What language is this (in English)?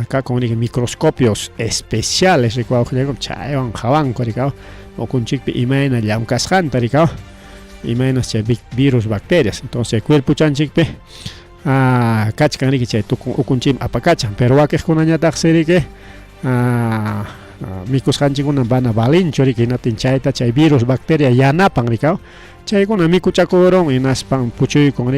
Ayacucho Quechua